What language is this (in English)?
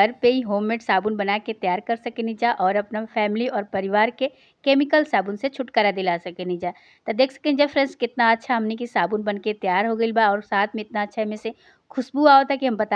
Bhojpuri